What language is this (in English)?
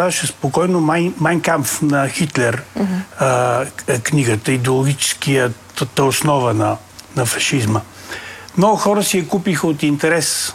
Bulgarian